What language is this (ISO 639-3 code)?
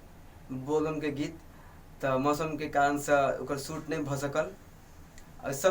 mai